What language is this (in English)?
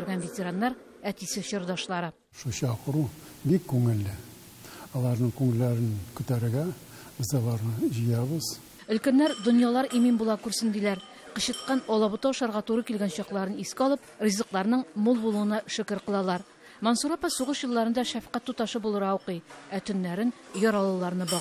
Tatar